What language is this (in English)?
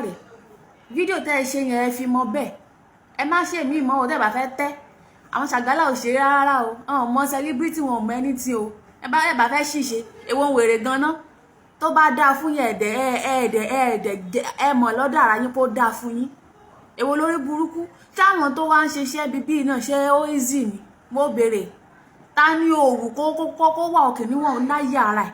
Yoruba